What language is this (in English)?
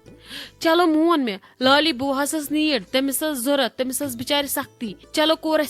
Kashmiri